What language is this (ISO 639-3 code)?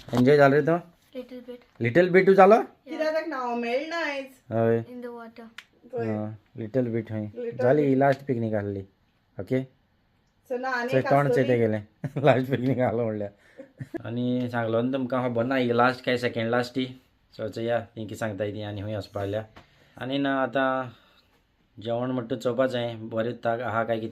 kok